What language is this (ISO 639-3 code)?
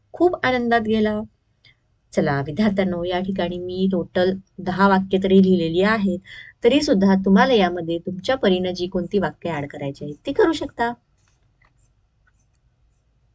mar